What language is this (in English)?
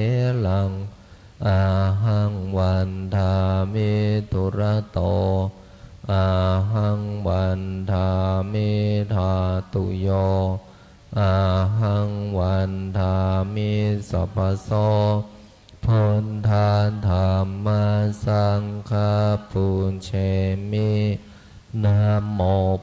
Pali